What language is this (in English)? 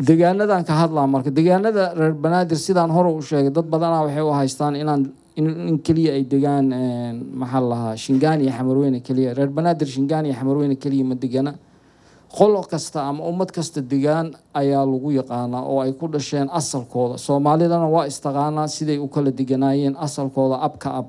Somali